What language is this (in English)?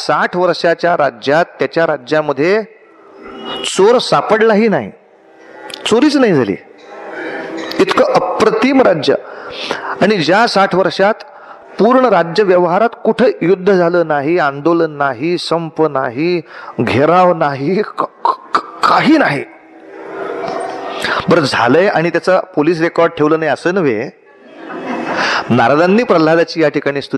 Marathi